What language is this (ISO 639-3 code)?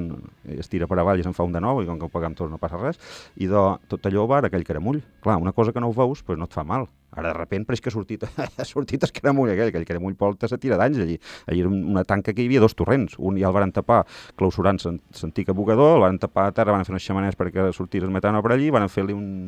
cat